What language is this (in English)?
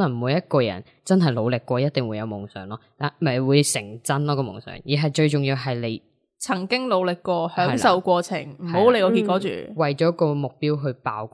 Cantonese